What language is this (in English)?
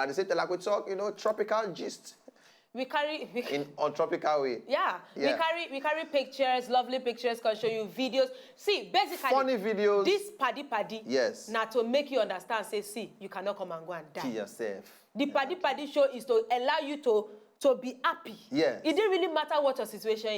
Nigerian Pidgin